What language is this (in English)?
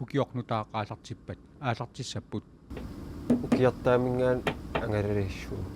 Kalaallisut